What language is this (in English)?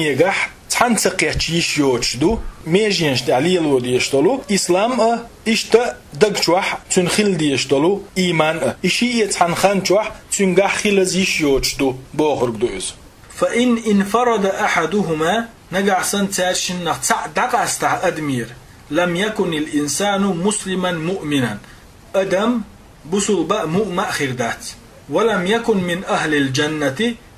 Chechen